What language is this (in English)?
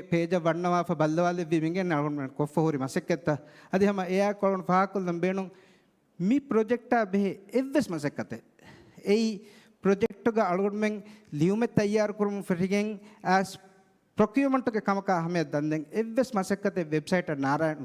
Divehi